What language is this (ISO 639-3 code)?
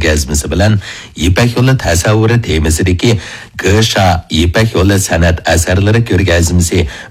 uig